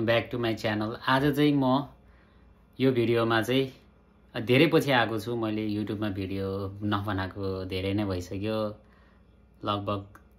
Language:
Nepali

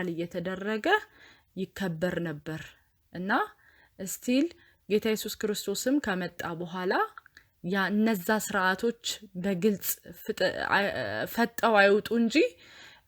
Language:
Amharic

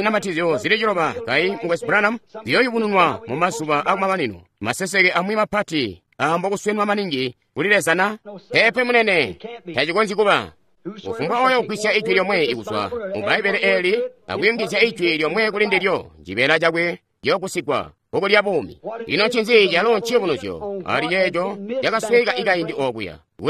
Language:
Tonga (Zambia)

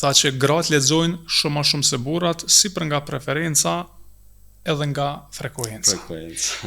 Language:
Albanian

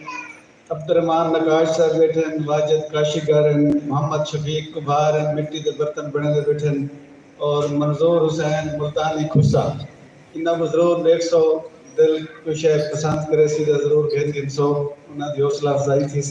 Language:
Saraiki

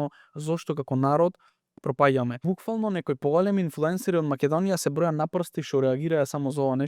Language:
Macedonian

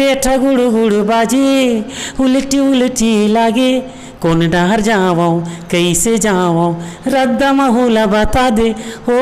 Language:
Chhattisgarhi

